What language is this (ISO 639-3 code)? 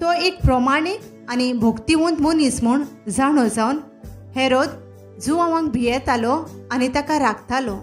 kok